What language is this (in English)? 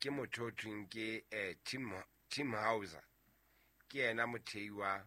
Southern Sotho